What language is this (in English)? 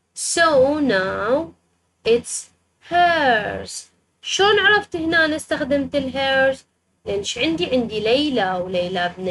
Mesopotamian Arabic